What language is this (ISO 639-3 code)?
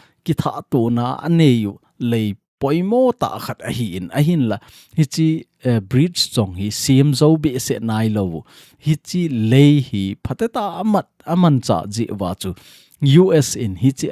tcz